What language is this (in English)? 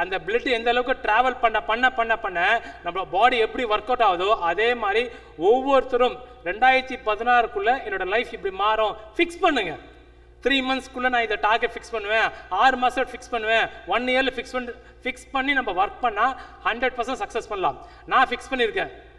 Tamil